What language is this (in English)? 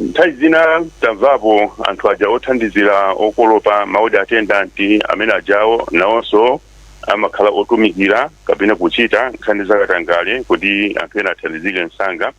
Nyanja